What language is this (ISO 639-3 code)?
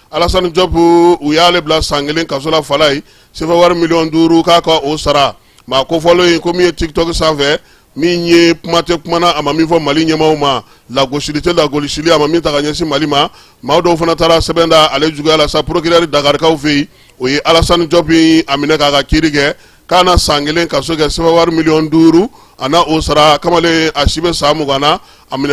bam